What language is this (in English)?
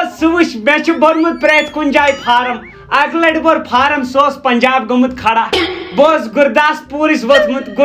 Kashmiri